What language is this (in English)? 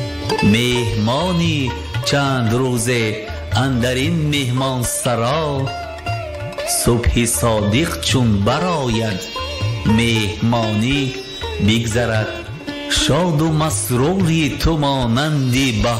Tajik